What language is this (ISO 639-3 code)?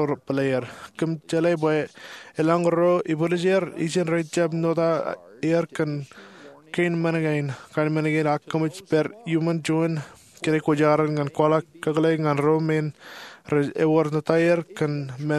mah